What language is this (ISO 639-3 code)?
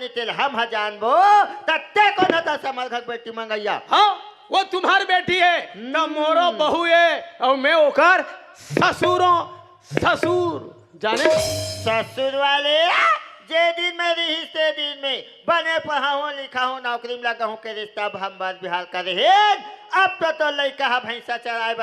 hne